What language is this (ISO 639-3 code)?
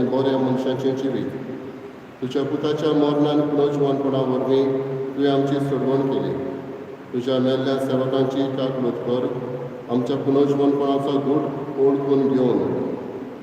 kok